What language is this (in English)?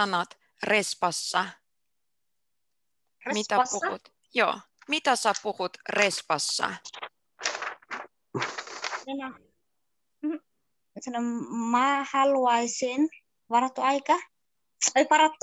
Finnish